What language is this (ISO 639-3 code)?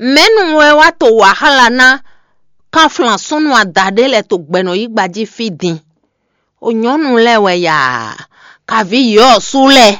fon